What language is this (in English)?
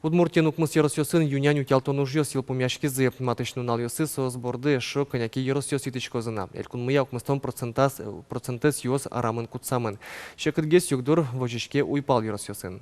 Udmurt